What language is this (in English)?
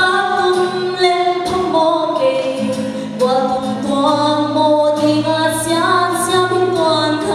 Paite Chin